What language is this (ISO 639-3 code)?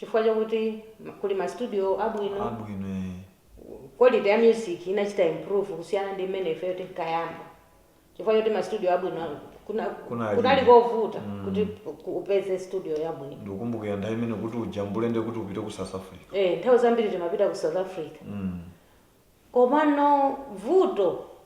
nya